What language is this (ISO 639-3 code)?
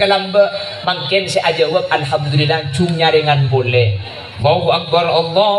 mad